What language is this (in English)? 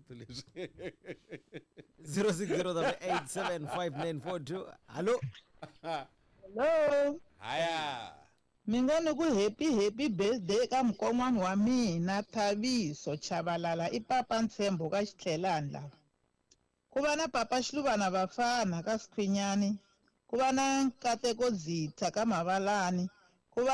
Tsonga